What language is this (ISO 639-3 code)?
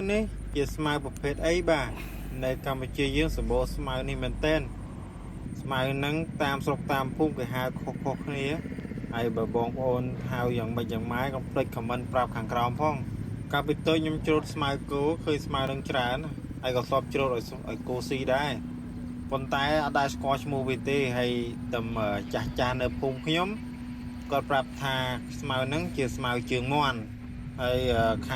khm